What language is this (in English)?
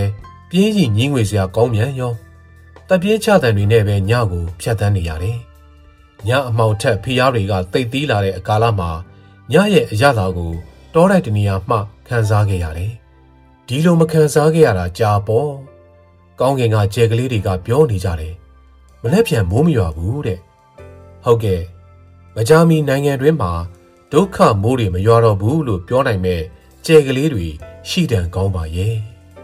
Burmese